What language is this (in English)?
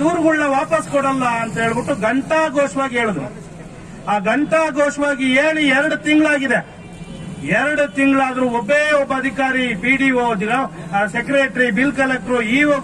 Kannada